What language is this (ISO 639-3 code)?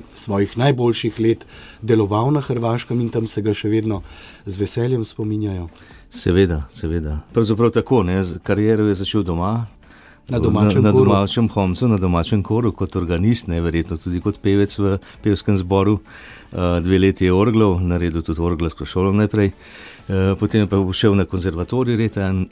slv